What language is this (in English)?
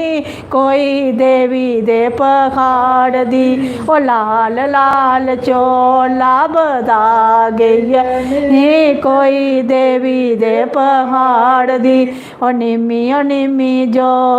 Dogri